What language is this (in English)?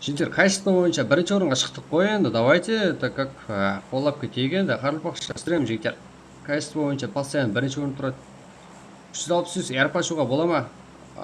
Kara-Kalpak